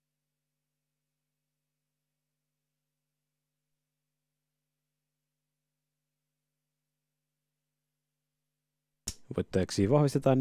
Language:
Finnish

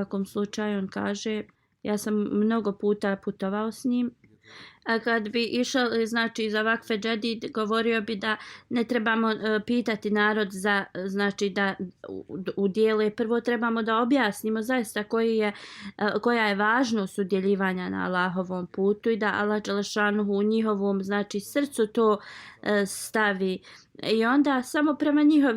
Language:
Bosnian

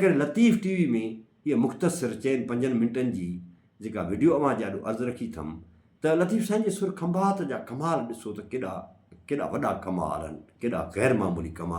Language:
Sindhi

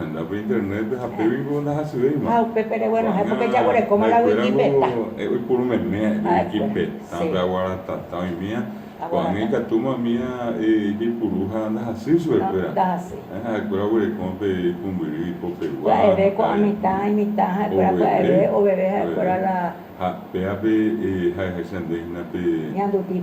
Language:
Guarani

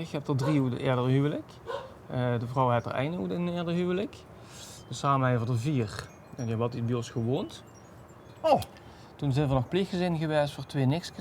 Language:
Limburgish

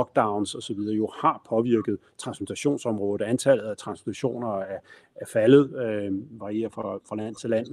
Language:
Danish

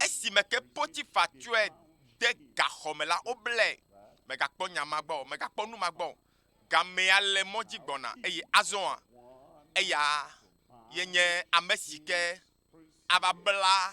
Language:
Ewe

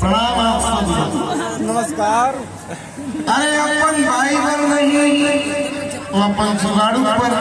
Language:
Chhattisgarhi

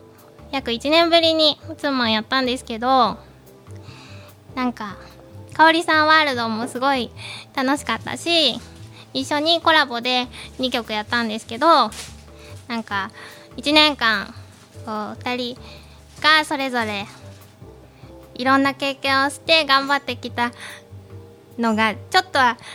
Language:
Japanese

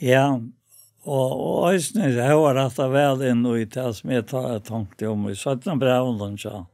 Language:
Faroese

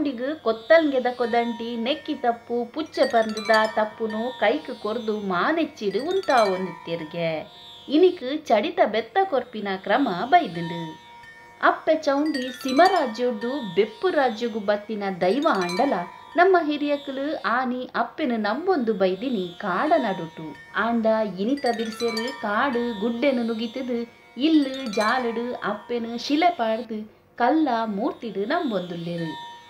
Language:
Tulu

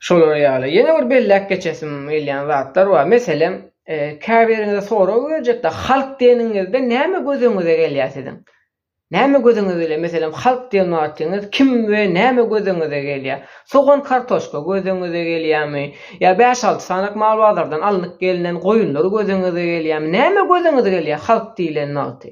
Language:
Turkmen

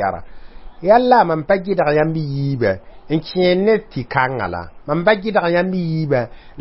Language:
Mossi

